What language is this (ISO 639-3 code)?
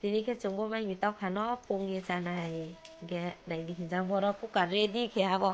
ria